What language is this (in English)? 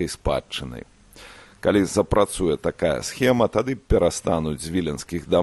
Belarusian